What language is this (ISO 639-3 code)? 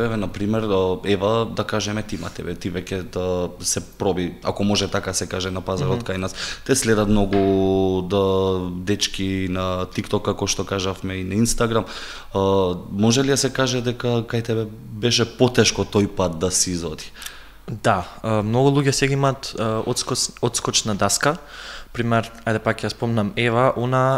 mkd